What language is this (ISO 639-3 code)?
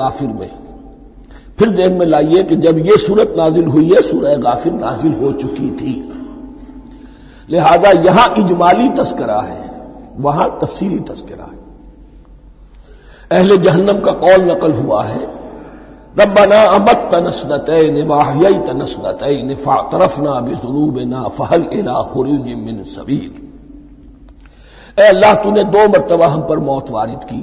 urd